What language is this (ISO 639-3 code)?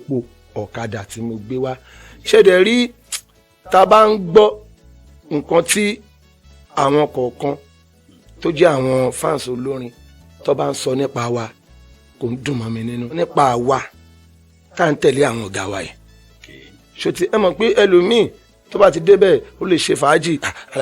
yor